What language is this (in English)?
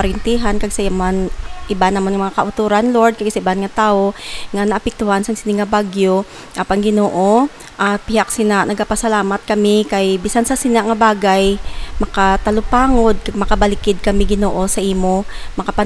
Hiligaynon